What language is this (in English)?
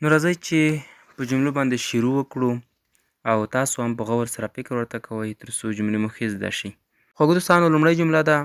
Pashto